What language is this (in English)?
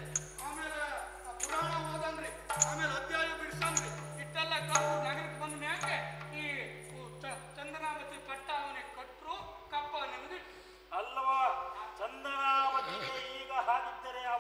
Kannada